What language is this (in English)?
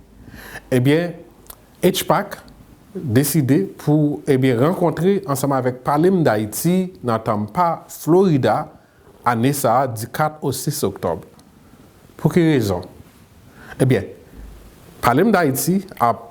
Haitian Creole